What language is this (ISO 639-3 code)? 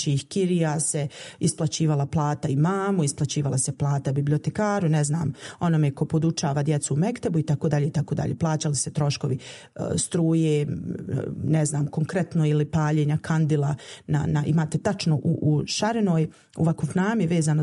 bos